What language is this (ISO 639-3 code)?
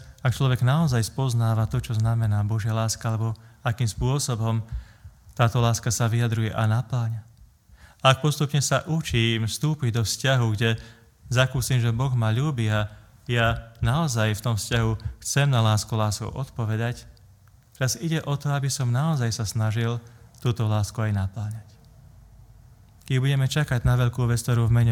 slk